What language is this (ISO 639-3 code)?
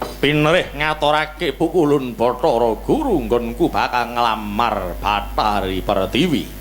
jav